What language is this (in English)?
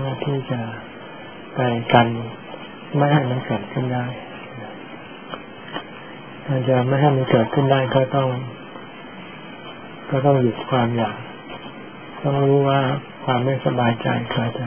Thai